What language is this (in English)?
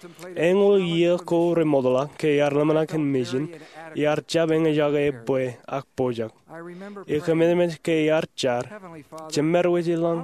Marshallese